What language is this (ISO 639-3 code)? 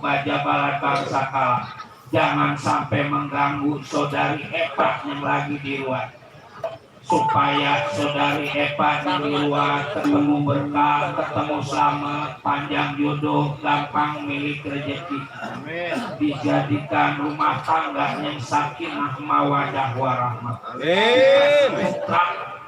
bew